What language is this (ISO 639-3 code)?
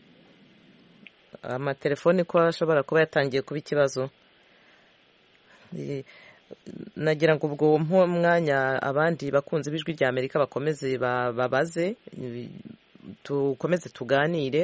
kin